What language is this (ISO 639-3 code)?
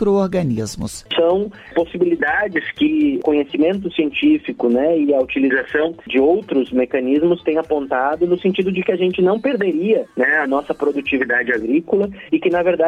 por